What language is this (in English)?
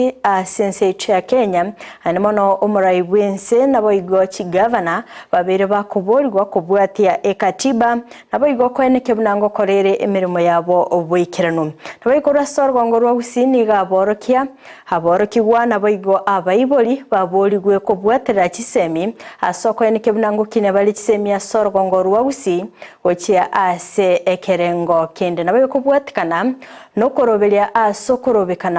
Gusii